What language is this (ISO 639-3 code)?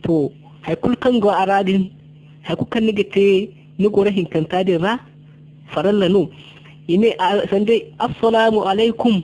dje